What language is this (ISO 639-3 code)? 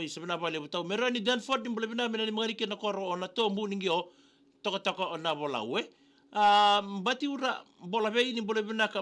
fij